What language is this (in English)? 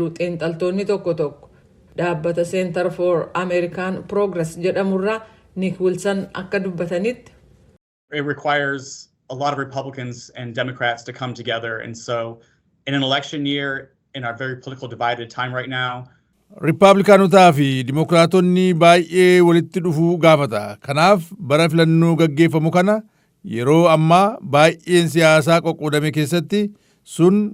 Oromo